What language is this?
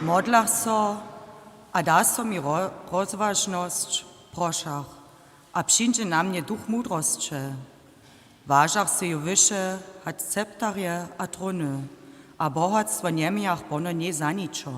Upper Sorbian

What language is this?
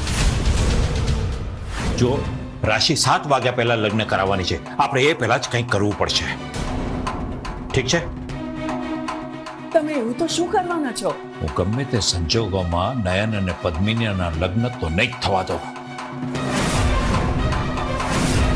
Gujarati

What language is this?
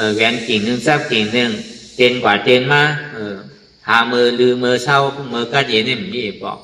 Shan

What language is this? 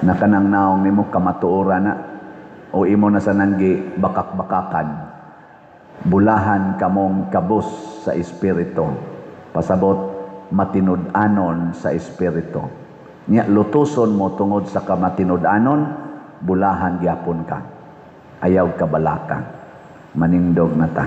Cebuano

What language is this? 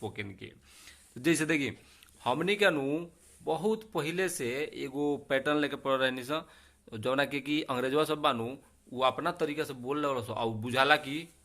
Bhojpuri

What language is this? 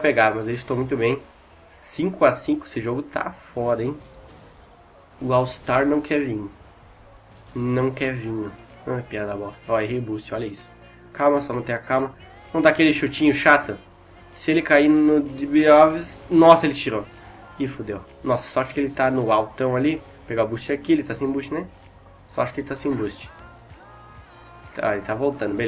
Portuguese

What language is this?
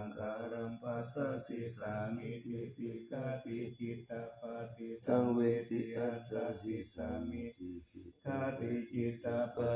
Pali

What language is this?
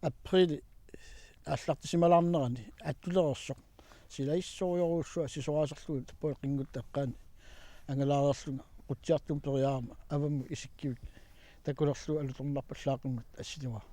Kalaallisut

